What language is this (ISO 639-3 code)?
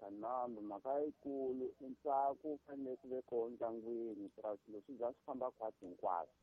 tso